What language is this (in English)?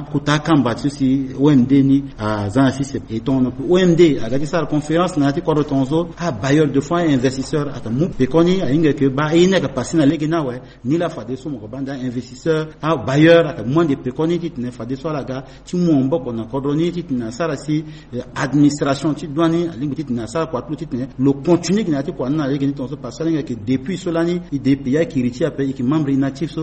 Sango